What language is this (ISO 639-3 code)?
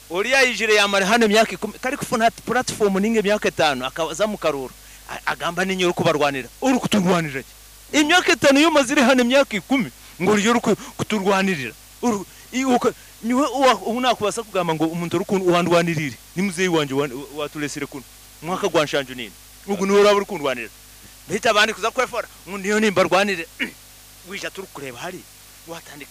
nyo